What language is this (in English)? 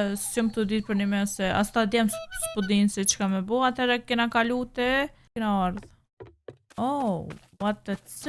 Albanian